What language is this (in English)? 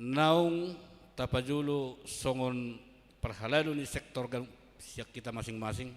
Batak Toba